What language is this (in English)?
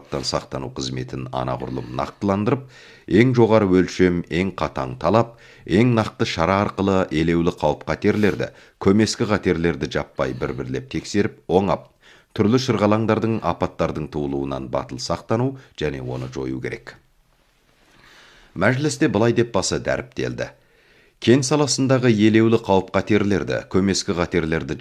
Kazakh